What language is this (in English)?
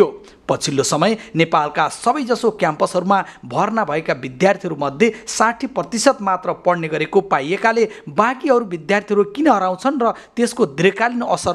Nepali